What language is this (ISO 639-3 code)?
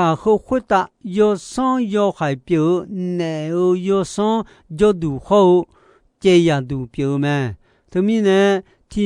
ahk